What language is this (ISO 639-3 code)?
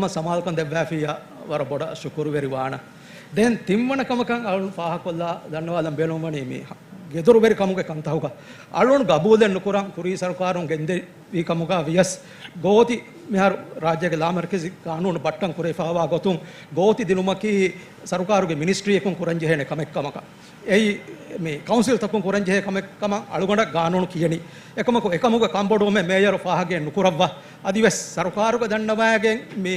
div